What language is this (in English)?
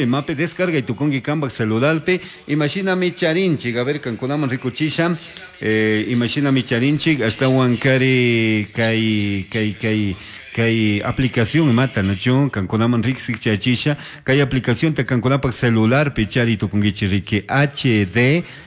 Chimborazo Highland Quichua